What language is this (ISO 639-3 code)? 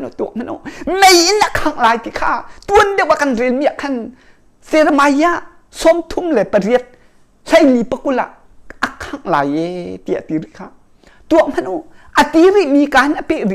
cnh